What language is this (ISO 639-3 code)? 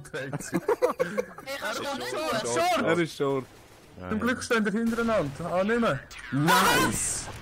gsw